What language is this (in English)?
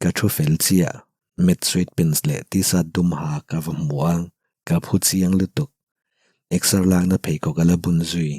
Mizo